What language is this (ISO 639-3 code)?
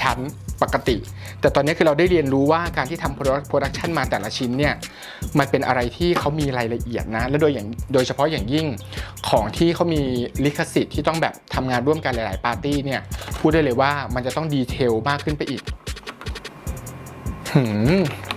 tha